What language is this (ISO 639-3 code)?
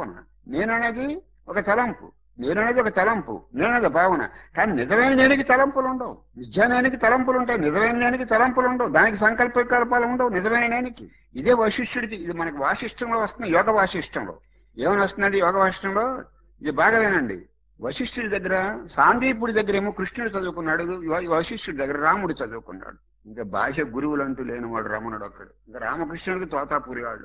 tel